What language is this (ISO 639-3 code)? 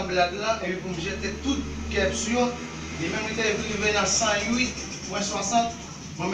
hat